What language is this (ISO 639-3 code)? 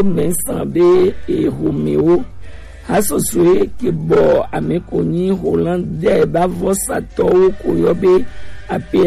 gej